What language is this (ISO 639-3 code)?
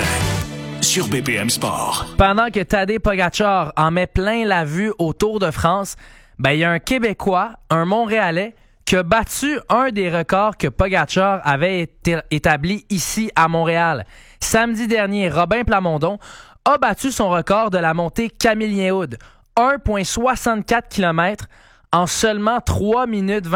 fra